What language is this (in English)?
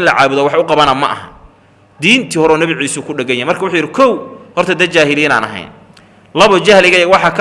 Somali